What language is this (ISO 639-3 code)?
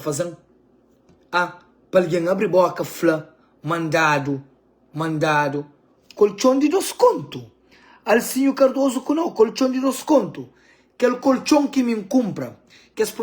kea